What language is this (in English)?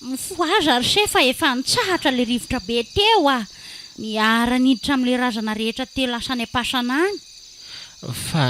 Malagasy